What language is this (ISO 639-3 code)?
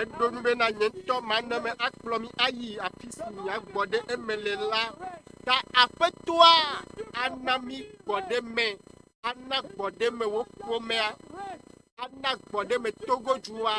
ewe